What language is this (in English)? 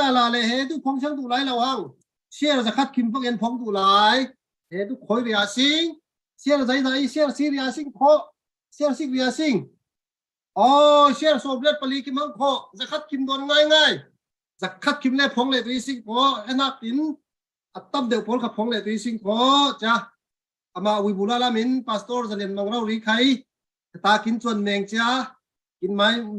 Falam Chin